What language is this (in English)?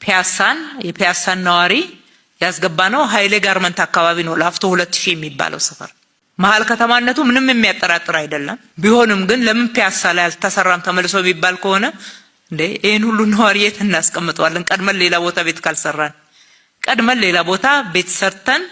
Amharic